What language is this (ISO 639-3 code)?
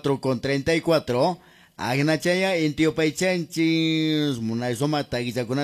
que